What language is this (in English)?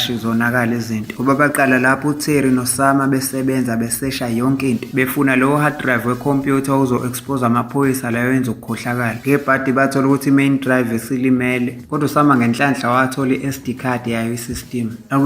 Zulu